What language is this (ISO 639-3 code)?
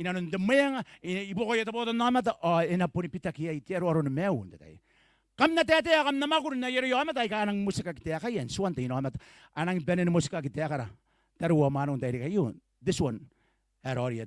gil